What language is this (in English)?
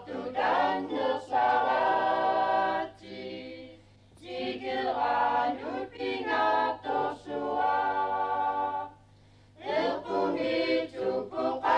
Kalaallisut